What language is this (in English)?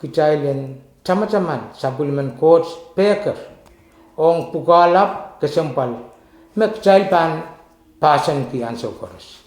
Pohnpeian